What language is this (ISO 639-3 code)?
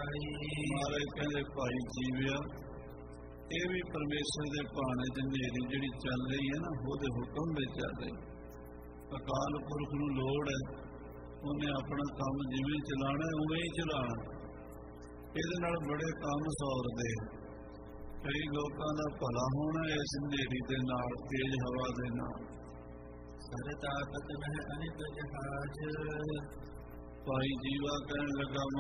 pan